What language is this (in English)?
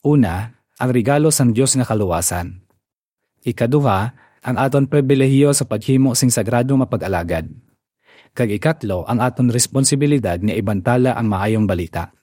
Hiligaynon